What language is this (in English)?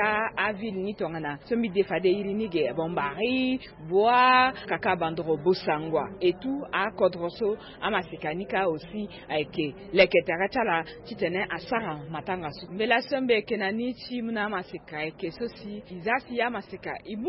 Sango